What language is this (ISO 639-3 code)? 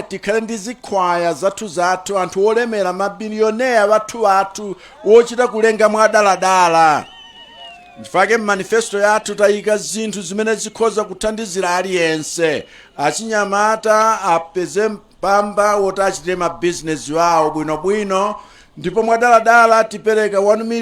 nya